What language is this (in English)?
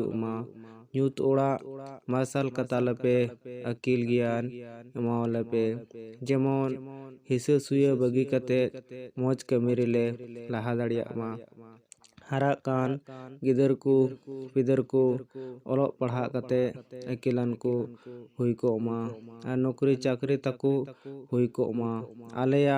Santali